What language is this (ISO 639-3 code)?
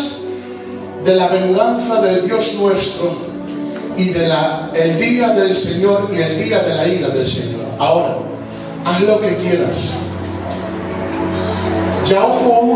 spa